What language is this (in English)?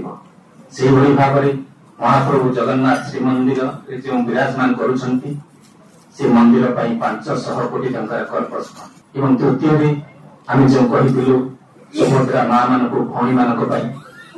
Odia